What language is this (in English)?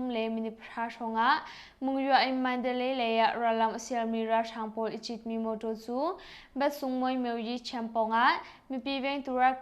Hakha Chin